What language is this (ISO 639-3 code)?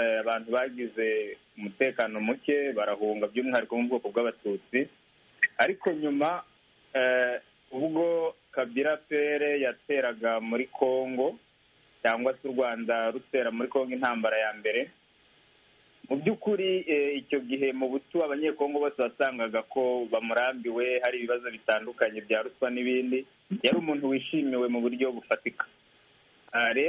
kin